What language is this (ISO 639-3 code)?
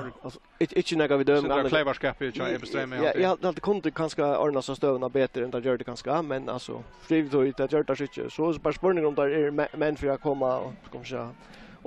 fao